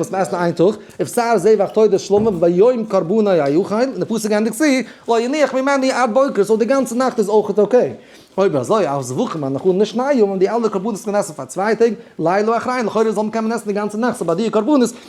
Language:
Yiddish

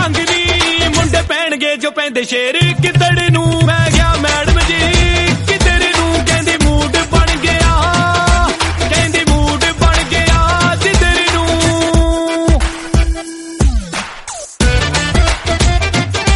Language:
Punjabi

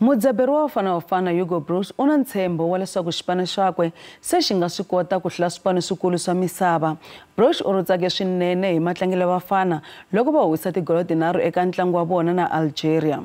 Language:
Tsonga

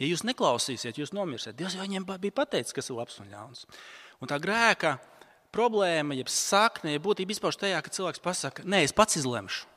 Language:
Latvian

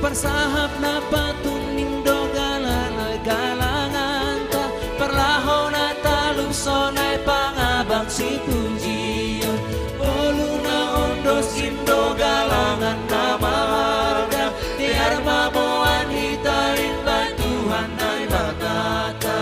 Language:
Batak Simalungun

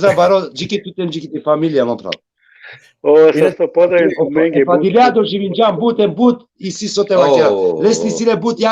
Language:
Balkan Romani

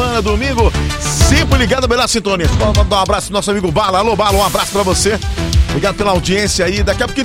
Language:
Portuguese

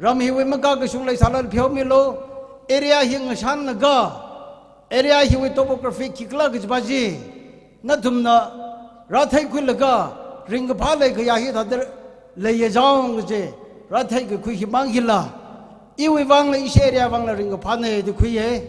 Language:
Tangkhul Naga (India)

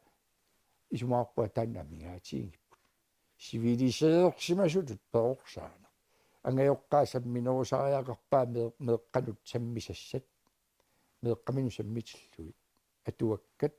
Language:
Kalaallisut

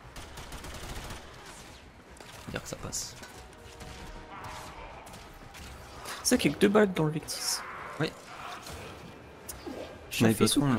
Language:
French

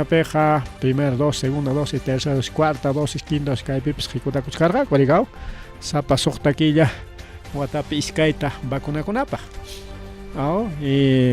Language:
Ayacucho Quechua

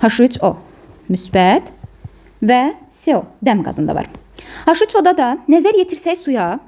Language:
Azerbaijani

